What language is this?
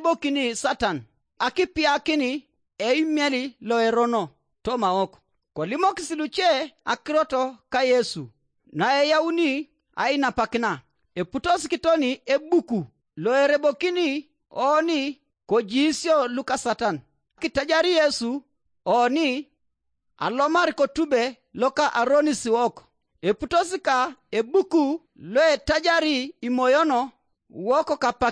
Teso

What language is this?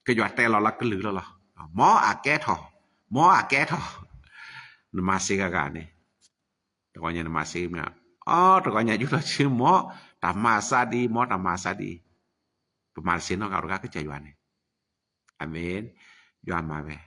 S'gaw Karen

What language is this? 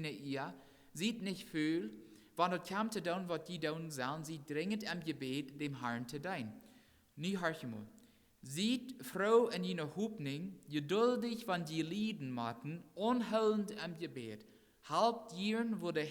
Plautdietsch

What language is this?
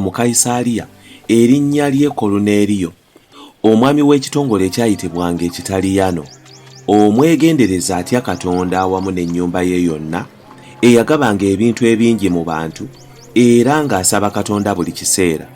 Ganda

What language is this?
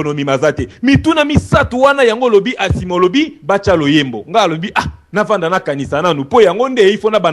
Lingala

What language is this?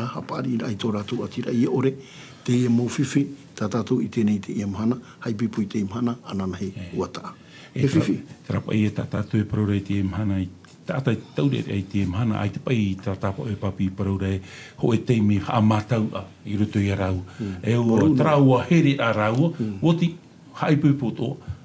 Tahitian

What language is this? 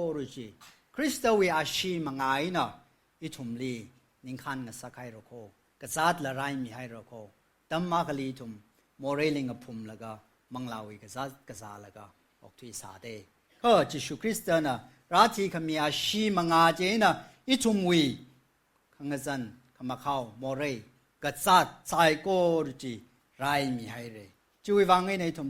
Tangkhul Naga (India)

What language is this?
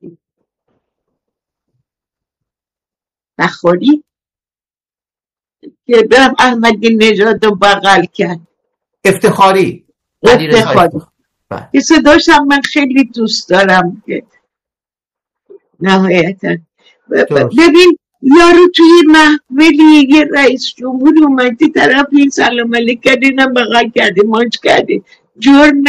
Persian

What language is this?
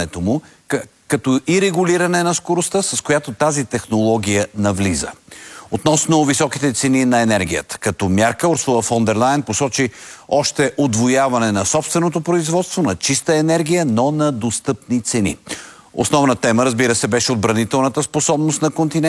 Bulgarian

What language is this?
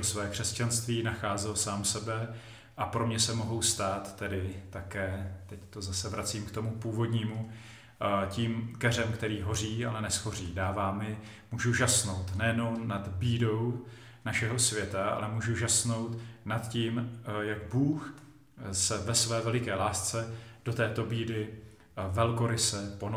Czech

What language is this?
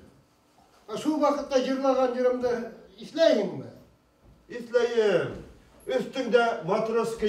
Bashkir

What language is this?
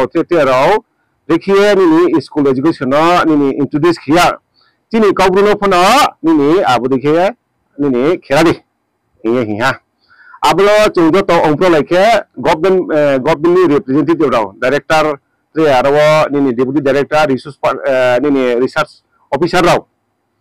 Riang (India)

